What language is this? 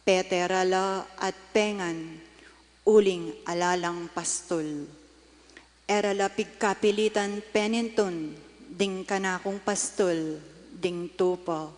Pampanga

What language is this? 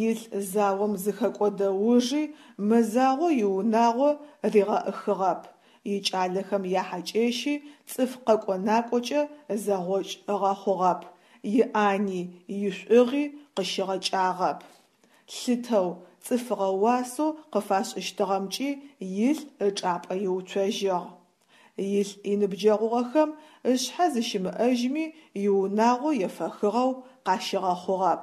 Adyghe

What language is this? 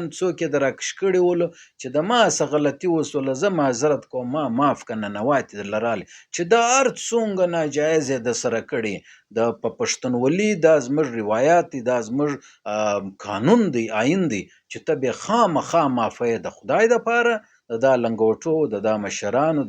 Pashto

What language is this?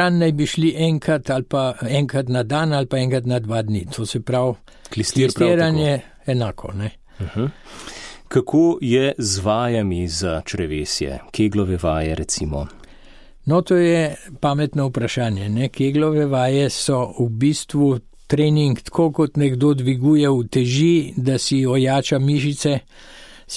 Slovenian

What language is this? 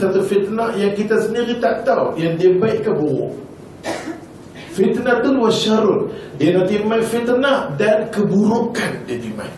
Malay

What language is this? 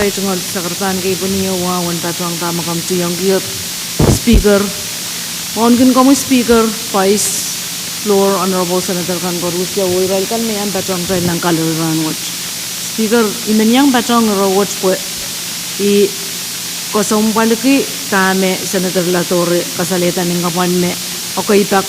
Pohnpeian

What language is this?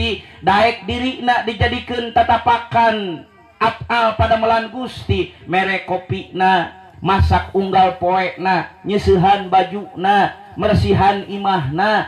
Sundanese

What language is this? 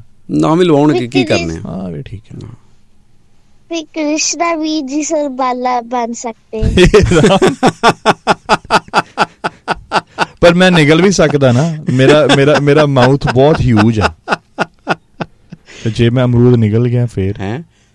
Punjabi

